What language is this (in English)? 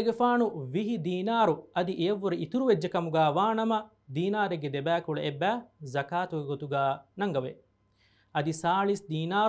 Divehi